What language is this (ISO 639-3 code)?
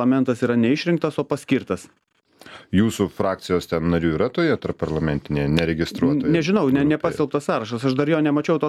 lit